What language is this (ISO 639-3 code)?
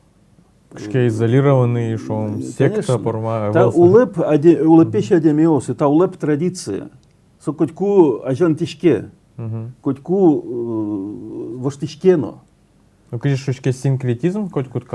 udm